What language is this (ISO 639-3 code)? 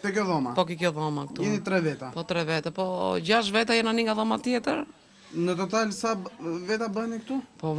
sqi